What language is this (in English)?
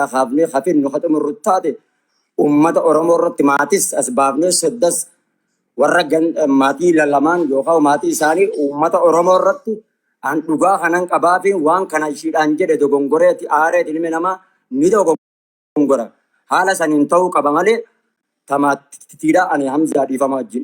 Oromo